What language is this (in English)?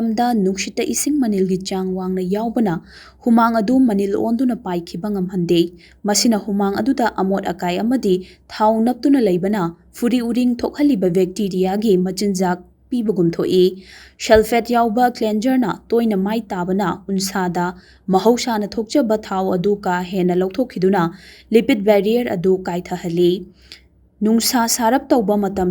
Manipuri